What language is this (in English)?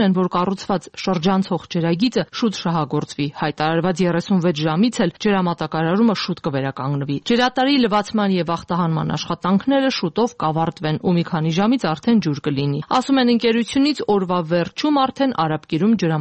Armenian